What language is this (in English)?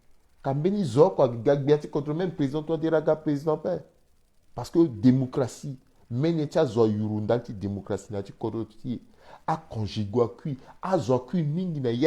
Sango